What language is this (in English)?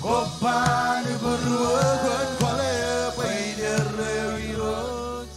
Marshallese